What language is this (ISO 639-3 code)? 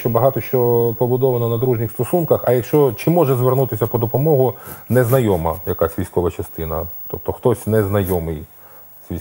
ukr